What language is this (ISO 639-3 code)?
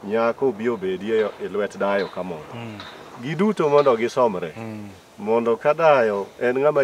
luo